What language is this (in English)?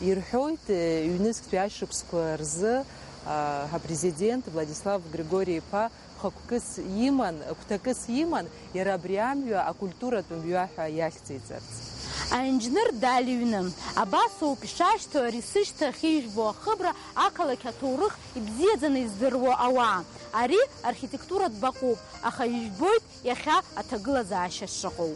Abkhazian